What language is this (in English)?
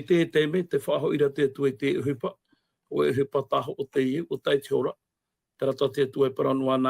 Tahitian